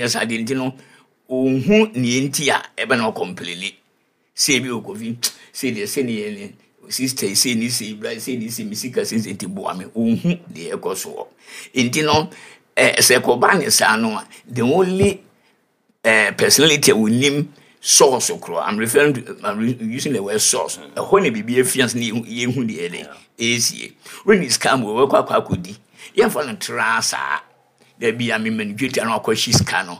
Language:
Akan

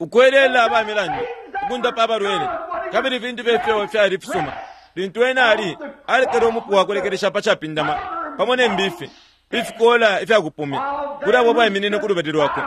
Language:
Bemba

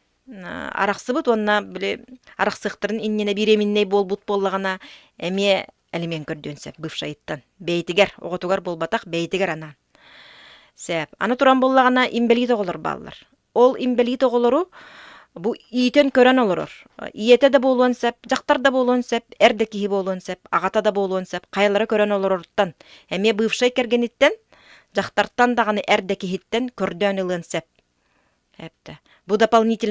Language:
Yakut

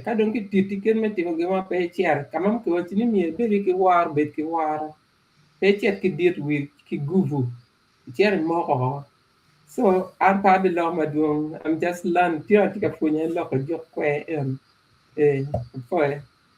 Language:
Acoli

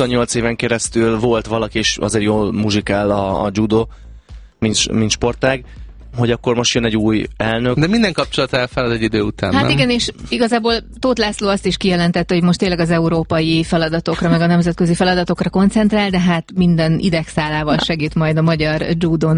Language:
Hungarian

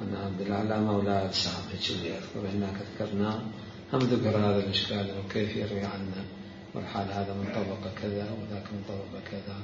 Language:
Mesopotamian Arabic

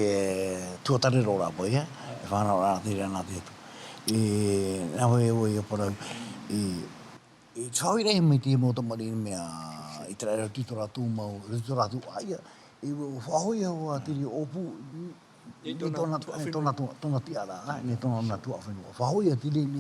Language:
Tahitian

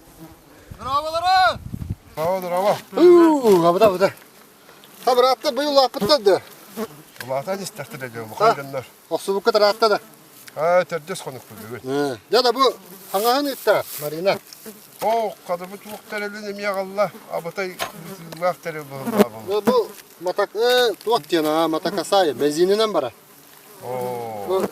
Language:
Yakut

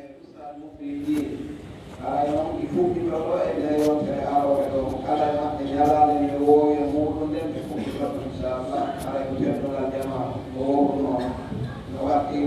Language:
Pular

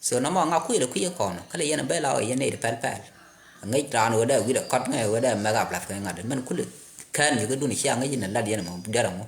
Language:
Nuer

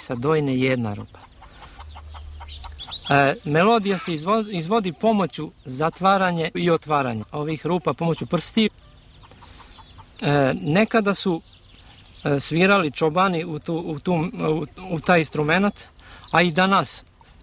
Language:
Serbian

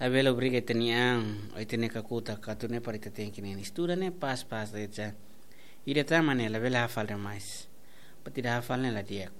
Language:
Tetum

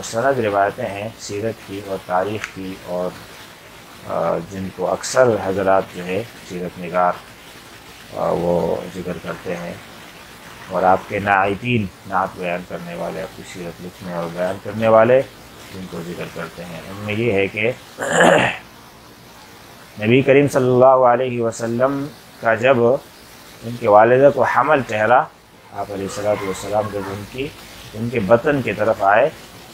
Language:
Urdu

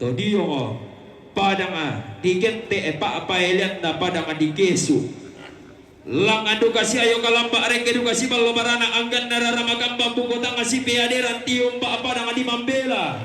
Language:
Toraja-Sa'dan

